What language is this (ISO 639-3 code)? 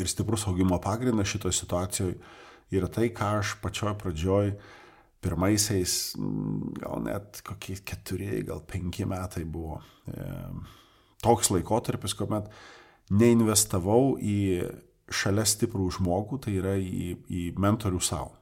lit